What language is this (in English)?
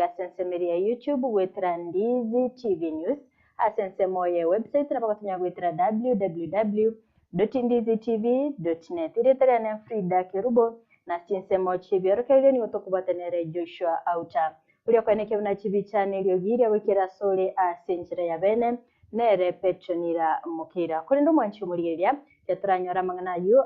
Gusii